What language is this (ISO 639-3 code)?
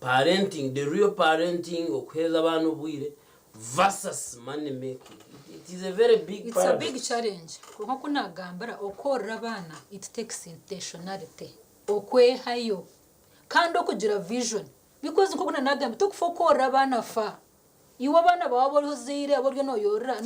nyn